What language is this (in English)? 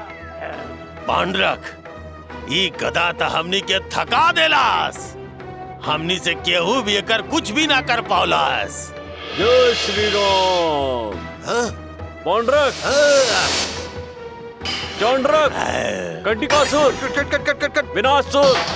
Bhojpuri